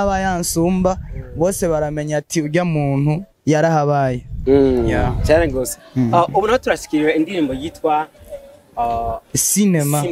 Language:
Rundi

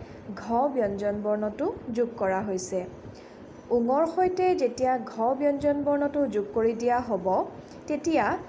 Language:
Assamese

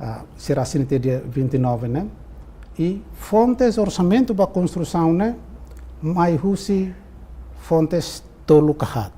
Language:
Tetum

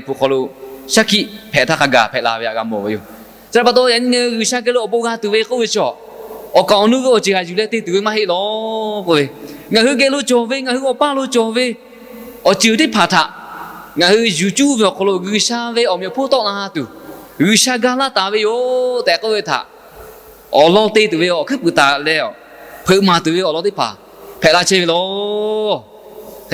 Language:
Lahu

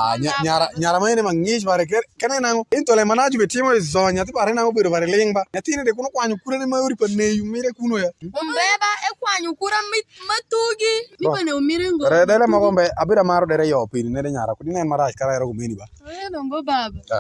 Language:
Alur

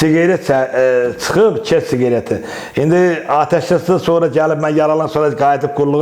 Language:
Azerbaijani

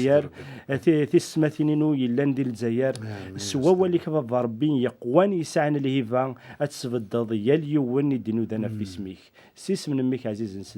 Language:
Kabyle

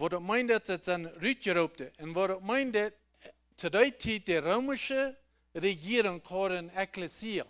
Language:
Plautdietsch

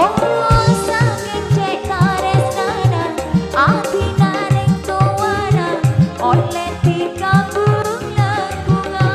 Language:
Madurese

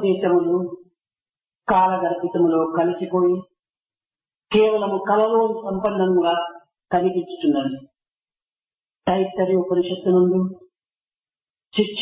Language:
Telugu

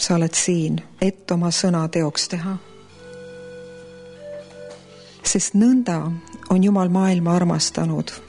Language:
Estonian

